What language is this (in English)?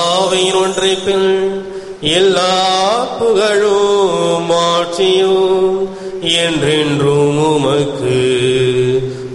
Tamil